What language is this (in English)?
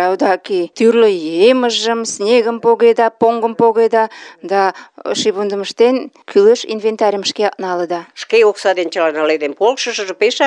Mari